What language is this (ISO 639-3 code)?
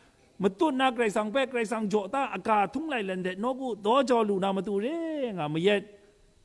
kac